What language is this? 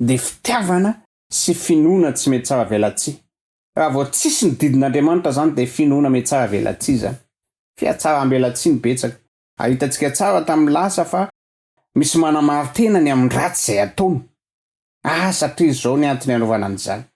Malagasy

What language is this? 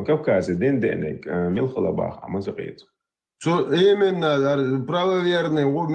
Chechen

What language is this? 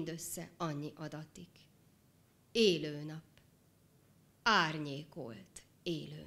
Hungarian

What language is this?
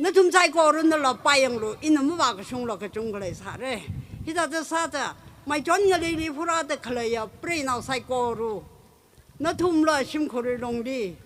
Tangkhul Naga (India)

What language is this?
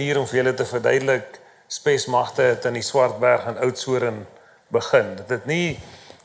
Afrikaans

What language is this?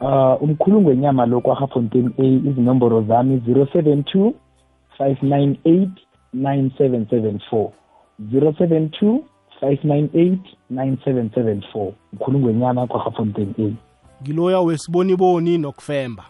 South Ndebele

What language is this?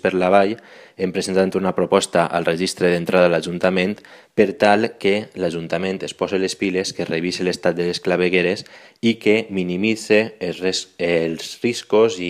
Catalan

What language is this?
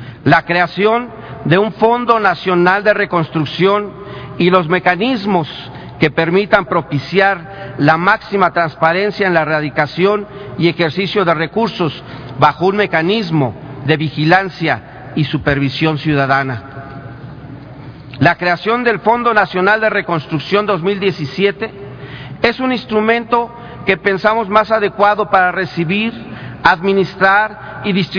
Spanish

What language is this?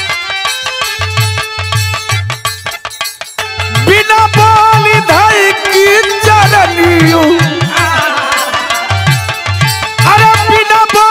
Bhojpuri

